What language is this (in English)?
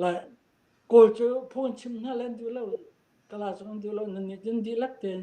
Falam Chin